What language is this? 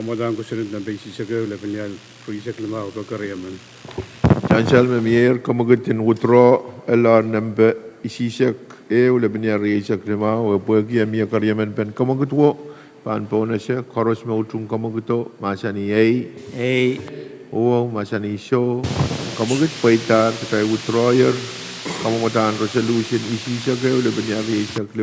Pohnpeian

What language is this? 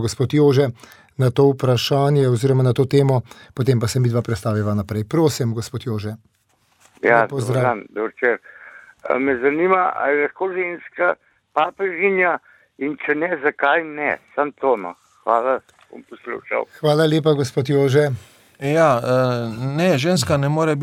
Slovenian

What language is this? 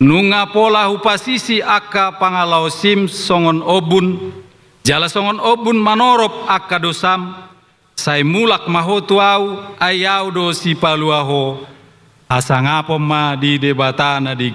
Batak Toba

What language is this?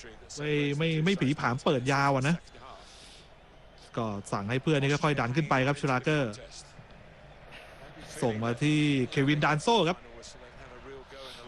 Thai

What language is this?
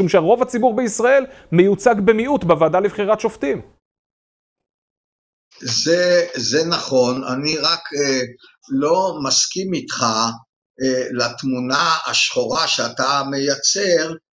Hebrew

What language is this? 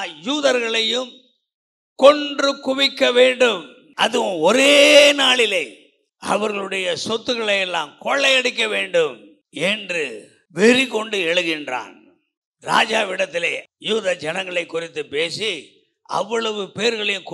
Tamil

